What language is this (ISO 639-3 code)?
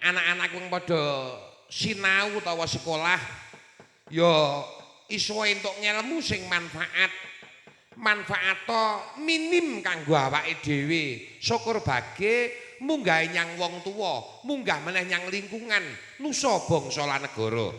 jav